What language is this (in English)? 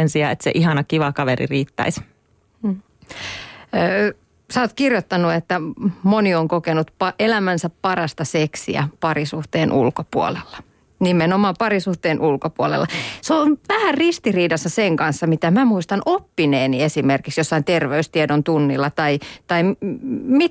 Finnish